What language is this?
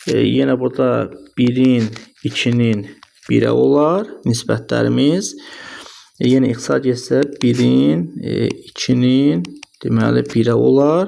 Azerbaijani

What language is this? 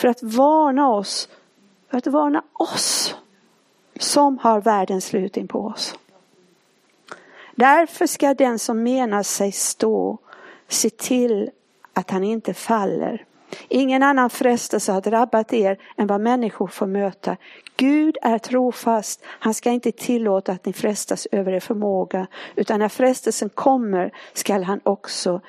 Swedish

